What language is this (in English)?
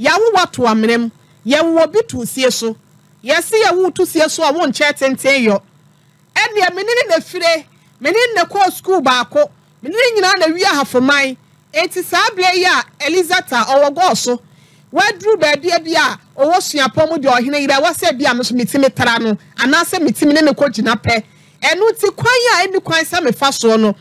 Akan